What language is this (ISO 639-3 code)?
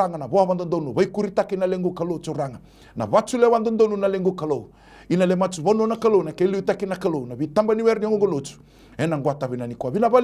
fij